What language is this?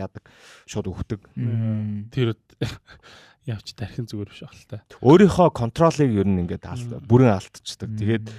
Mongolian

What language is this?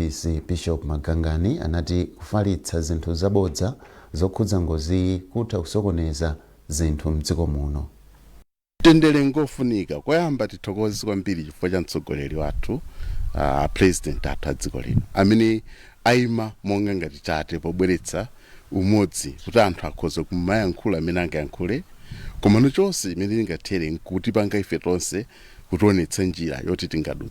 Nyanja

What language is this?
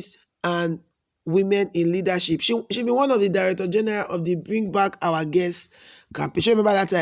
Nigerian Pidgin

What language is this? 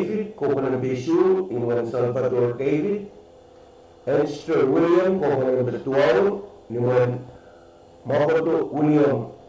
Pohnpeian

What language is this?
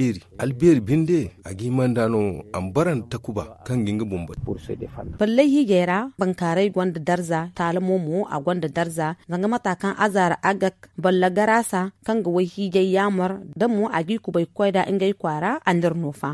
Zarma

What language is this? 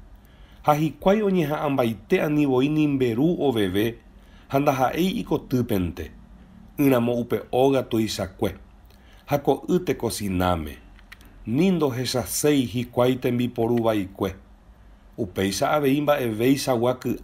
Guarani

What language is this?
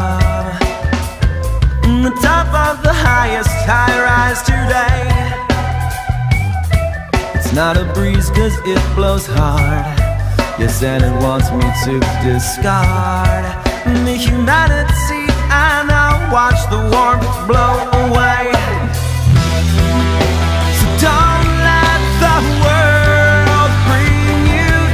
English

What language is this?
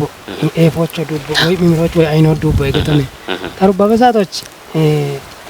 Kafa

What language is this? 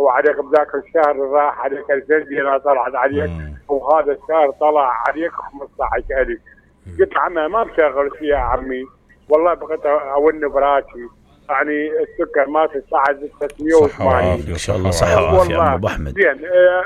Mesopotamian Arabic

